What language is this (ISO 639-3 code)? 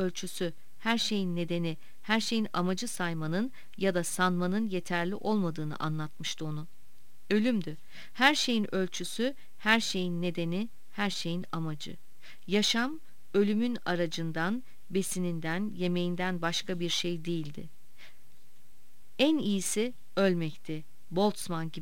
tur